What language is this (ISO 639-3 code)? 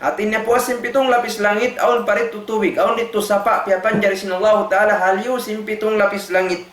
tsg